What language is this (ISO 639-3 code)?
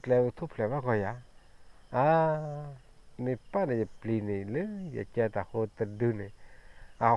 ksw